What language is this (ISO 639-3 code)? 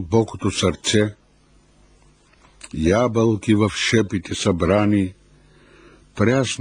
bul